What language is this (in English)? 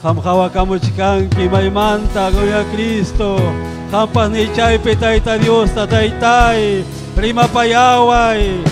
Ayacucho Quechua